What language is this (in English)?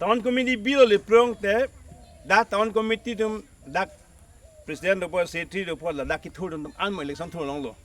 Karbi